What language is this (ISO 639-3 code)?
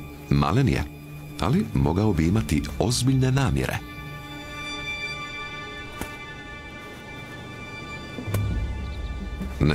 hrv